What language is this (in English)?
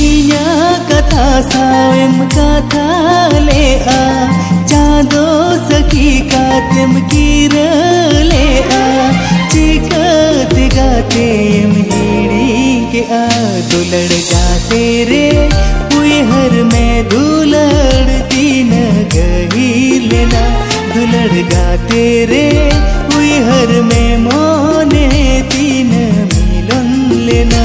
Santali